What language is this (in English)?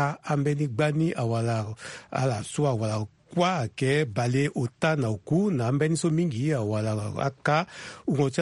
Sango